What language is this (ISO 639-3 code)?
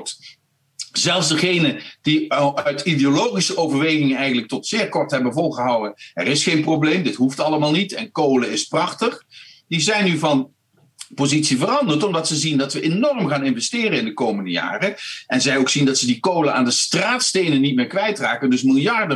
nld